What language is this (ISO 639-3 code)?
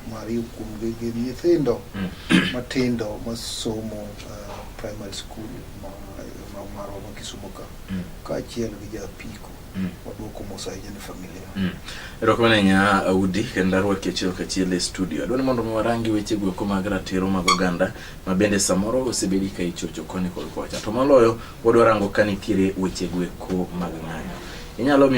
luo